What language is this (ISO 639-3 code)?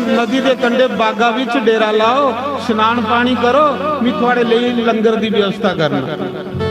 doi